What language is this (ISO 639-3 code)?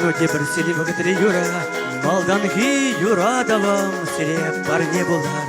chv